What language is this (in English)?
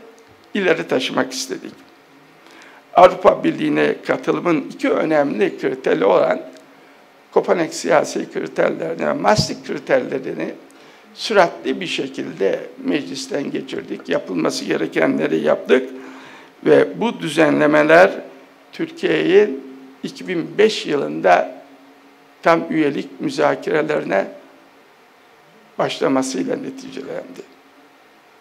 Turkish